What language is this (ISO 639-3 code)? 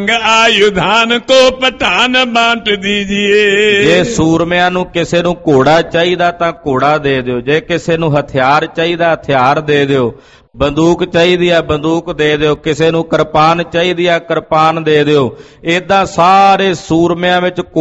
pan